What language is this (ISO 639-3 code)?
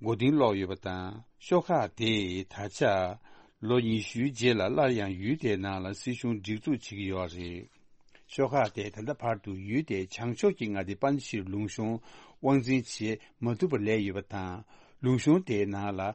bod